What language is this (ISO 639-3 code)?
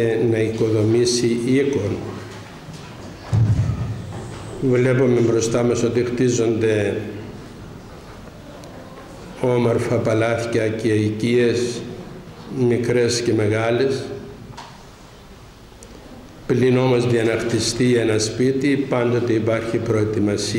ell